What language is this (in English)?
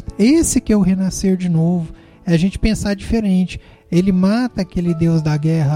Portuguese